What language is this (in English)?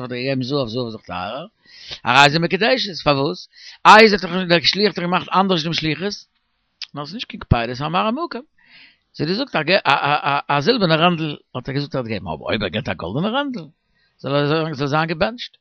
Yiddish